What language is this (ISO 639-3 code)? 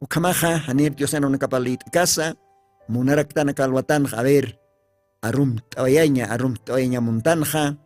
aym